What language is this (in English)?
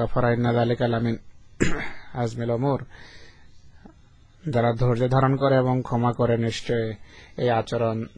Bangla